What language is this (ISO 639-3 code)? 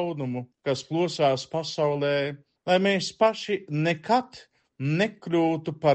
lav